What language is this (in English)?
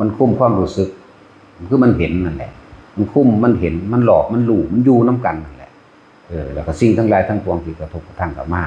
Northeastern Thai